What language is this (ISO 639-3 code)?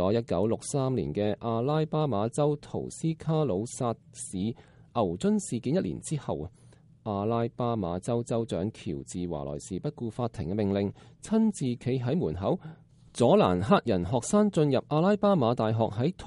yue